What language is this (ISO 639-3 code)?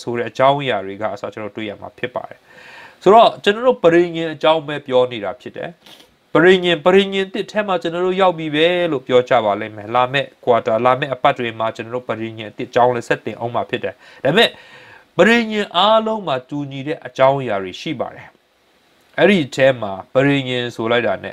mya